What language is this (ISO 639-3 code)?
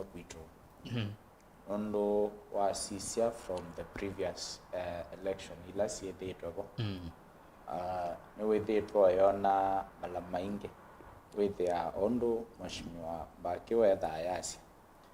kam